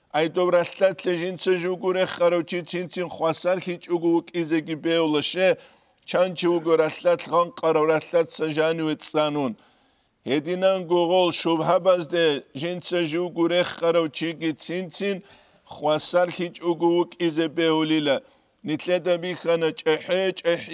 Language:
Avaric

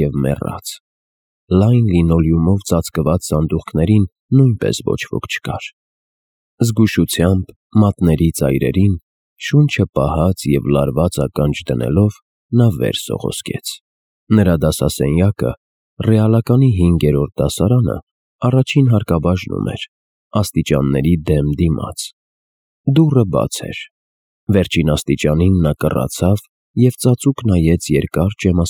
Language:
Armenian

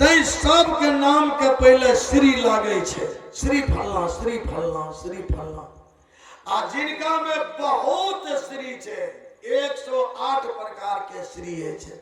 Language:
Maithili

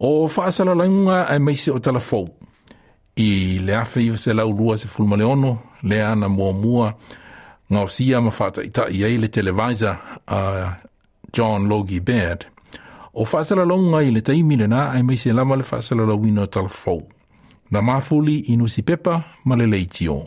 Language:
Samoan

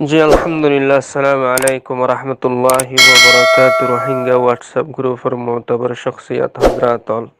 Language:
Rohingya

